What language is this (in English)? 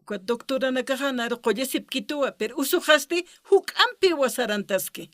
Aymara